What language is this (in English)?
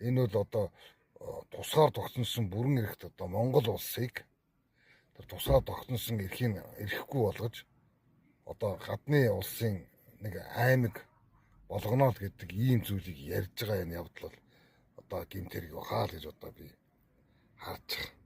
Mongolian